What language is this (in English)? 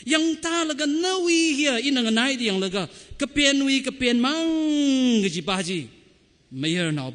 Tangkhul Naga (India)